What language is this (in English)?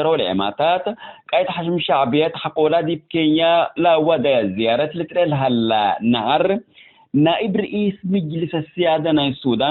Tigre